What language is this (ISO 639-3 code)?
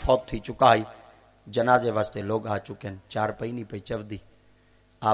skr